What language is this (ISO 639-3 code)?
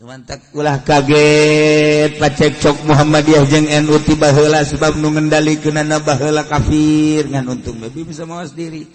sun